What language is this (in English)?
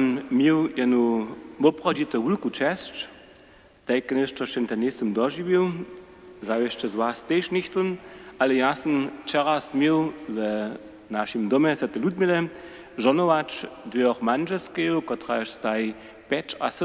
Upper Sorbian